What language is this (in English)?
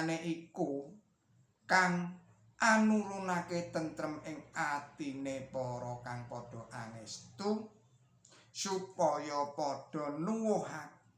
Javanese